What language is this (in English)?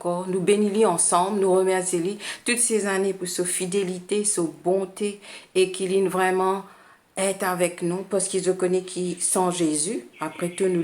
Morisyen